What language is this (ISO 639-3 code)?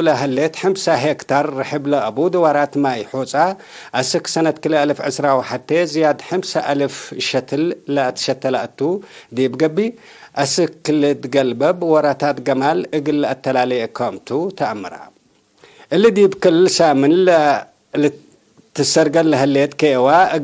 tig